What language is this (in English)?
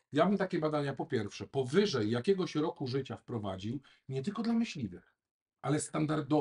Polish